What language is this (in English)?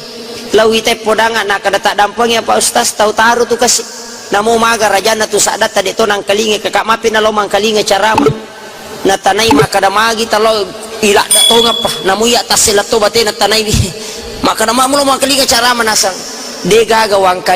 Buginese